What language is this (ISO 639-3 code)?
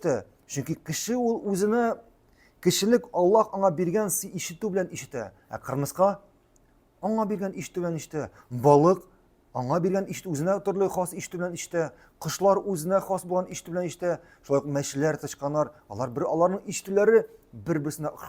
tat